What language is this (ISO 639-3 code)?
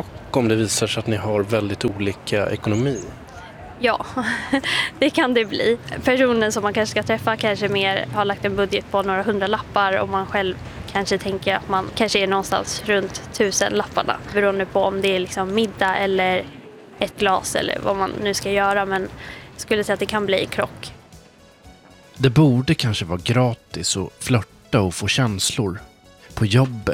swe